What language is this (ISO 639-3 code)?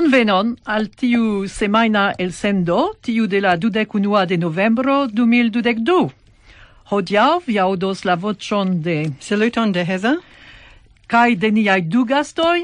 epo